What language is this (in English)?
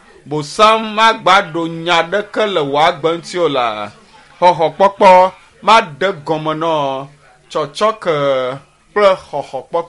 Ewe